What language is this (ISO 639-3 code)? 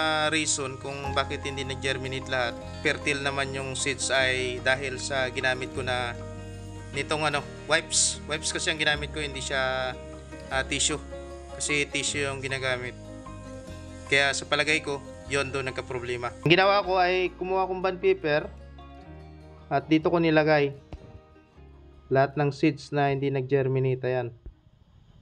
fil